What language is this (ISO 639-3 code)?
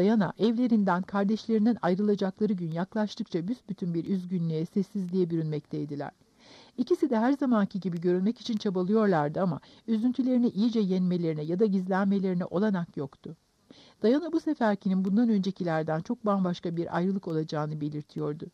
tur